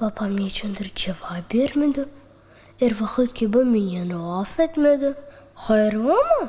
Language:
Crimean Tatar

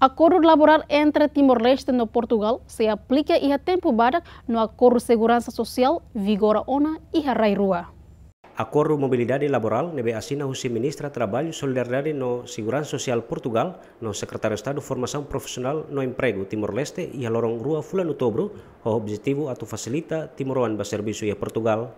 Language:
Tetum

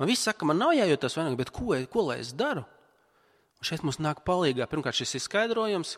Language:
Latvian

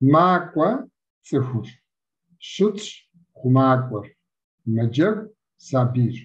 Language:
Kabardian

